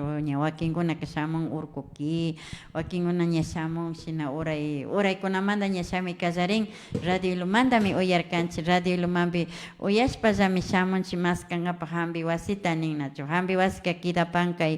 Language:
Imbabura Highland Quichua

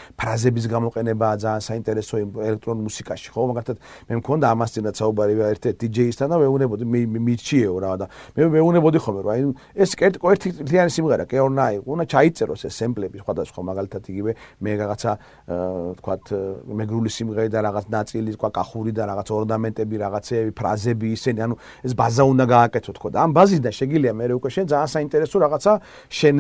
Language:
Georgian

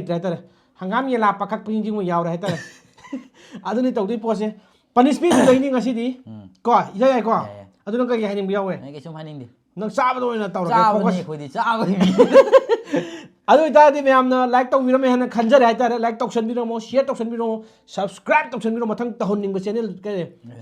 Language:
Manipuri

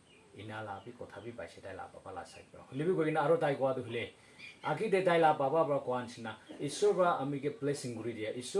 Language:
Naga Pidgin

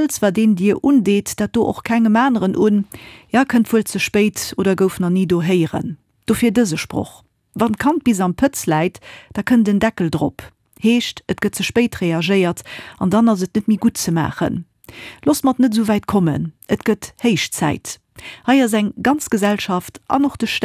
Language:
Luxembourgish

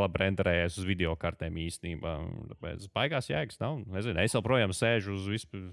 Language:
Latvian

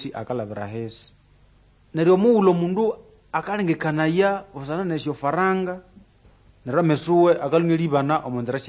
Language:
Nande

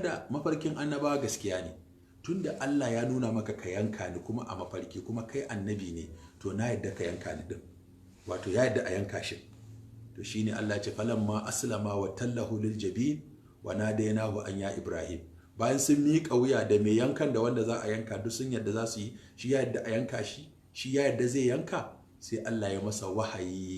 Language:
Hausa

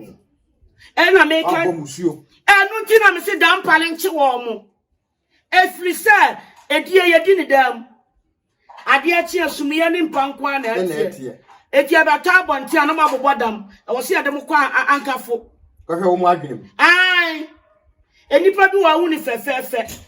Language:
Akan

